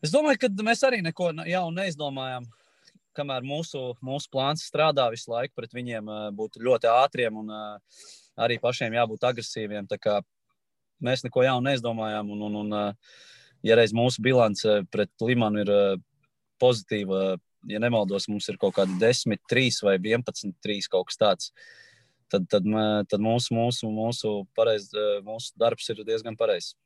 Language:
Latvian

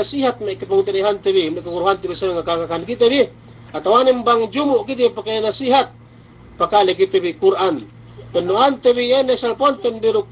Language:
Yakan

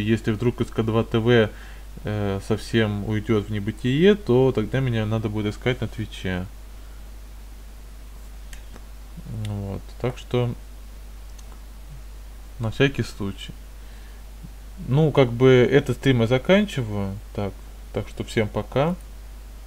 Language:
Russian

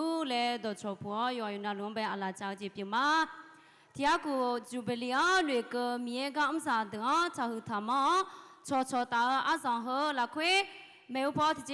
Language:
Akha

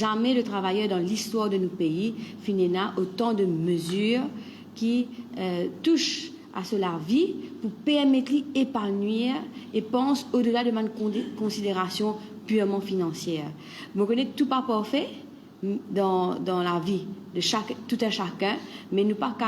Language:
Morisyen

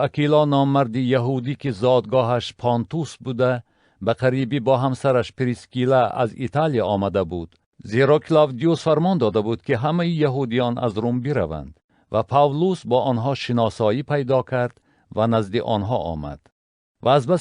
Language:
Tajik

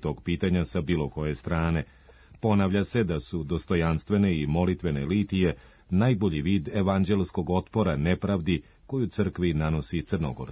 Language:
Serbian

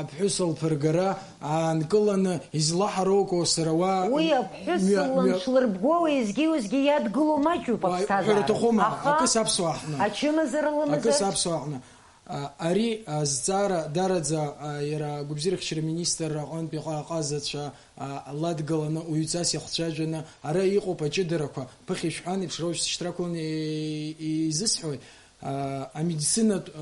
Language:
Abkhazian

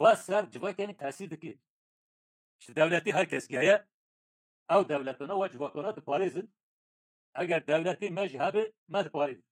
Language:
Kurdish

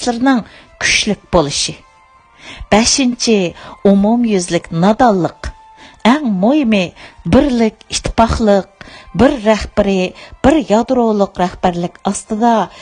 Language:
Uyghur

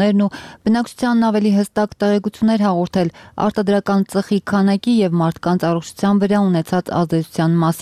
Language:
Armenian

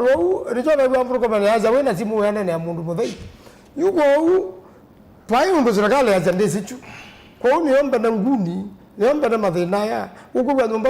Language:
Kamba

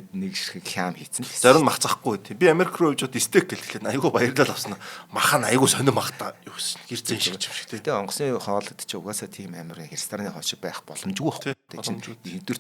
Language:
Mongolian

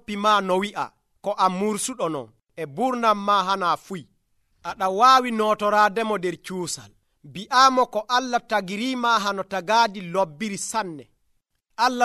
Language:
Nigerian Fulfulde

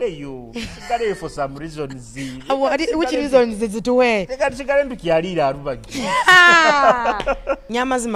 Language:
Nyoro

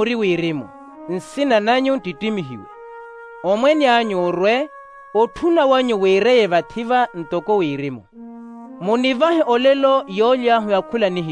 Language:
Makhuwa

